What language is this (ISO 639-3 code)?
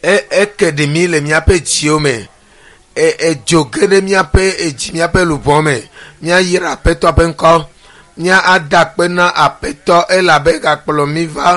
ewe